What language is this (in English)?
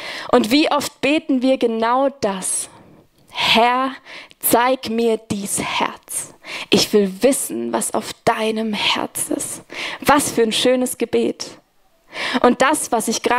Swiss German